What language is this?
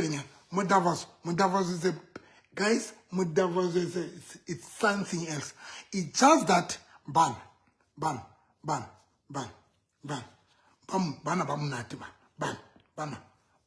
Southern Sotho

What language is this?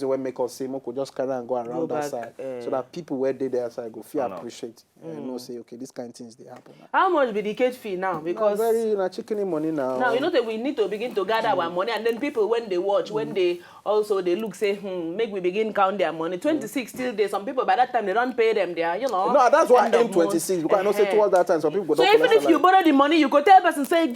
Nigerian Pidgin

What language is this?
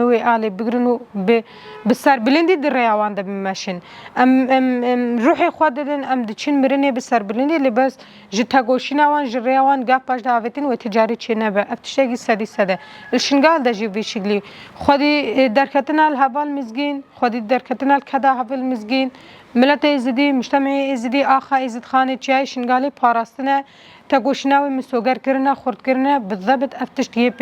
Kurdish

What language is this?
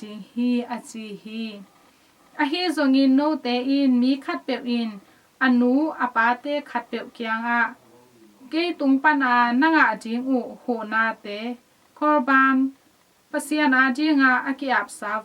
Tedim Chin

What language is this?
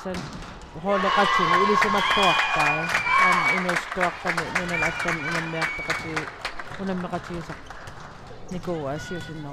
Kalaallisut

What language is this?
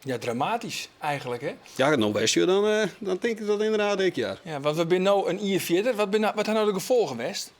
Western Frisian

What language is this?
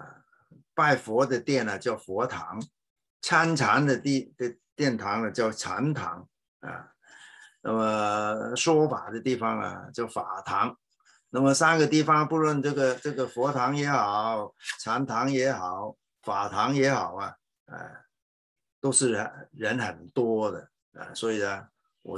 Chinese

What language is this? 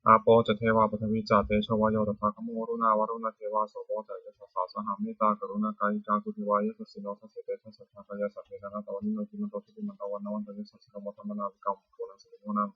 Pali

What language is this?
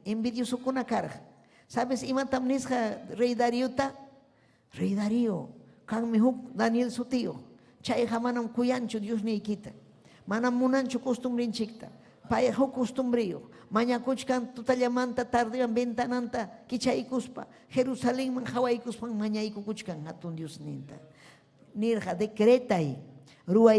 Ayacucho Quechua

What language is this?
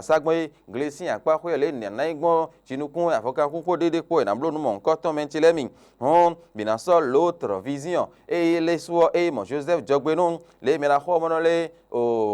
Fon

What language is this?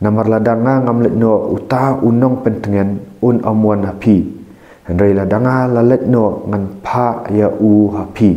Khasi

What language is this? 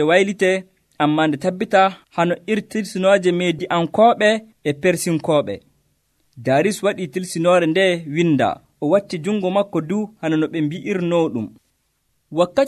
Nigerian Fulfulde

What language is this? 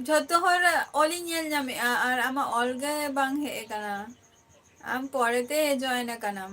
Santali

